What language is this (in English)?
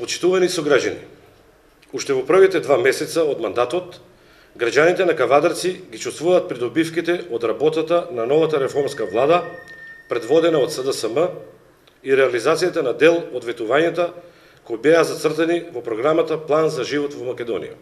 Macedonian